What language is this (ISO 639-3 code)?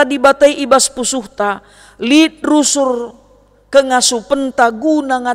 btx